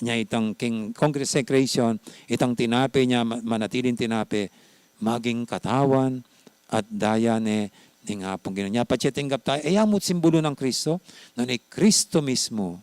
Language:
Pampanga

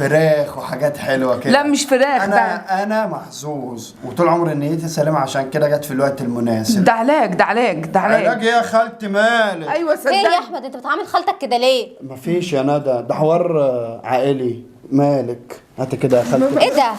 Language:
Egyptian Arabic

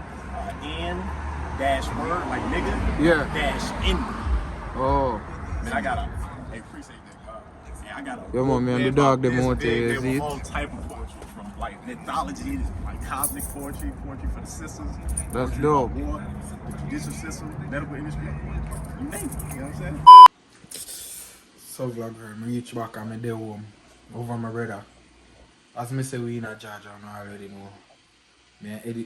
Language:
Jamaican Creole English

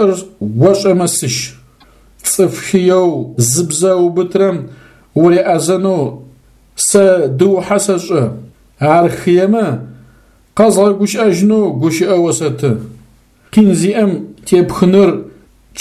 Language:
Adyghe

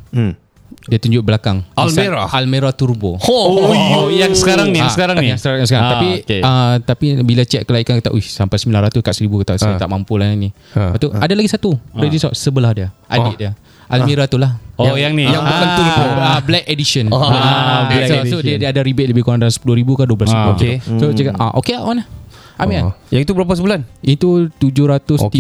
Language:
Malay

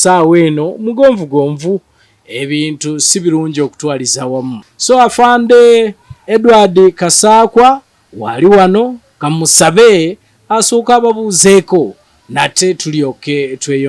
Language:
Ganda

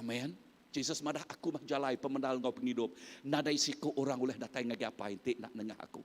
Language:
Iban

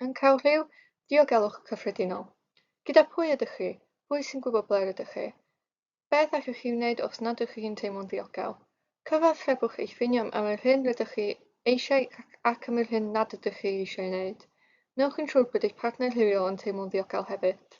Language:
Welsh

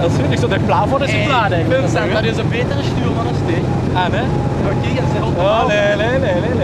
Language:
Limburgish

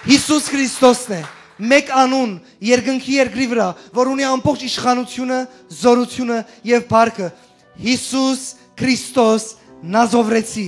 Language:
Western Armenian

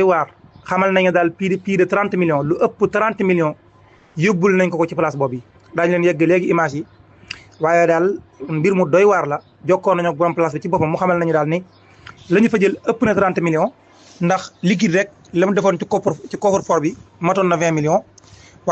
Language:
Wolof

